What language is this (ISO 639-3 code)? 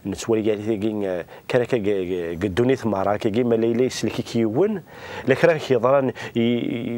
kab